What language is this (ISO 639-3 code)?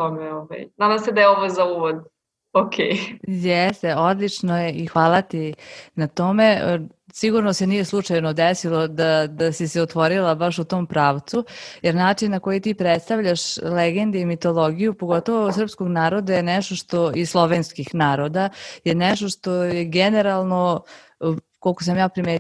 srp